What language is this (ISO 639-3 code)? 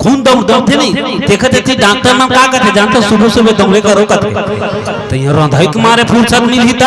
hne